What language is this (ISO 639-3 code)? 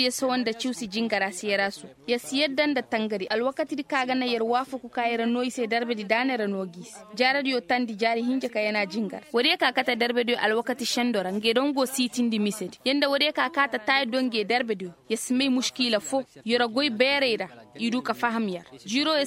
ses